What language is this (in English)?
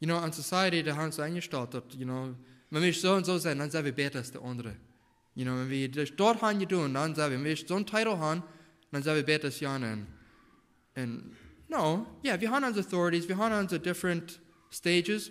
Plautdietsch